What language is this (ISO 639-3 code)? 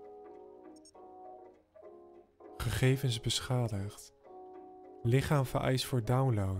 nld